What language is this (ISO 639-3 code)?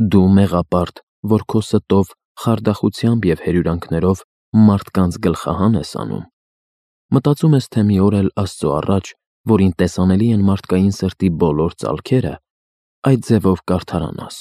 hye